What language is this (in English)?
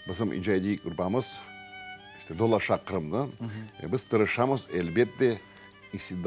Crimean Tatar